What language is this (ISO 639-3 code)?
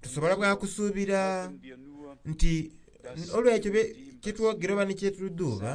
xog